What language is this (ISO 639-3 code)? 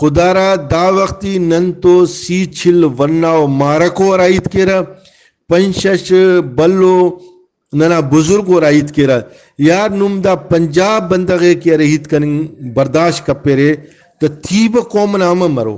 brh